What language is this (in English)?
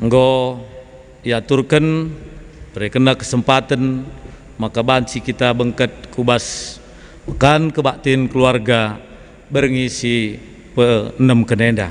Batak Karo